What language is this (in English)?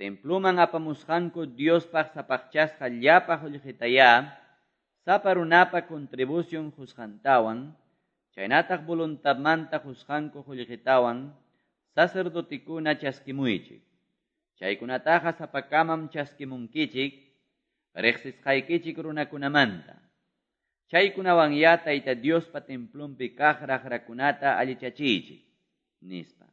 Quechua